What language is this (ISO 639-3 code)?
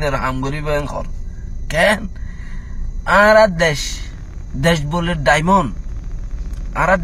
rhg